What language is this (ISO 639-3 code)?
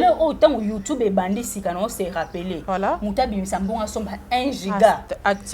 lin